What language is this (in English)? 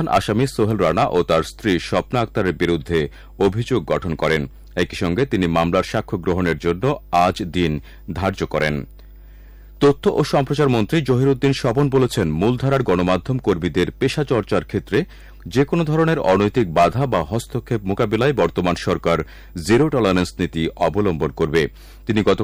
Bangla